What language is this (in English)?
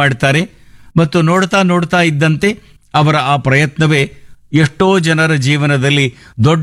Kannada